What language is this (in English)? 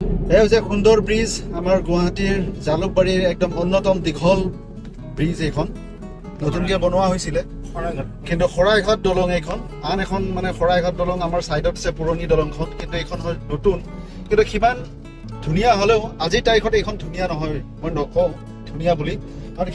Assamese